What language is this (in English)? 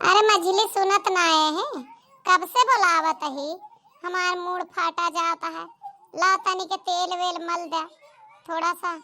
Awadhi